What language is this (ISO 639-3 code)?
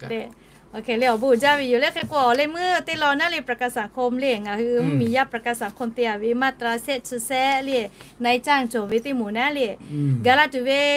lhu